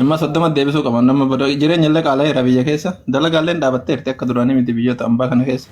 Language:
Oromo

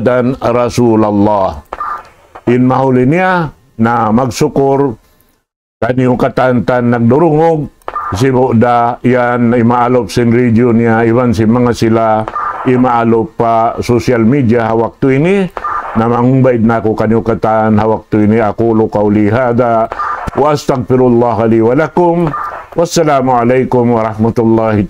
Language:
Tausug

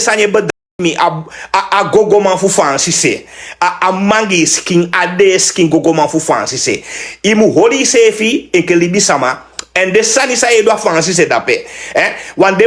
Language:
Sranan Tongo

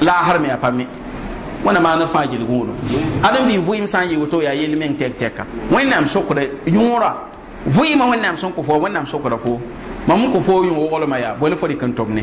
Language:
Mossi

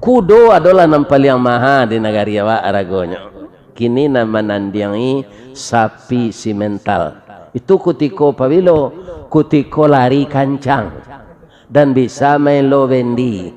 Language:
Minangkabau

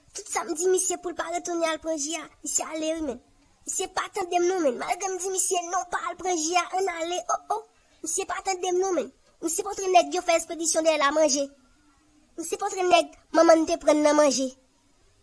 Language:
Haitian Creole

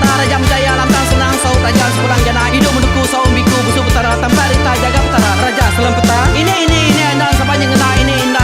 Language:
Iban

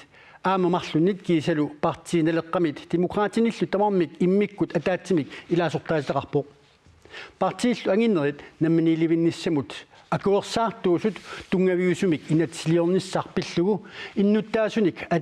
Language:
Kalaallisut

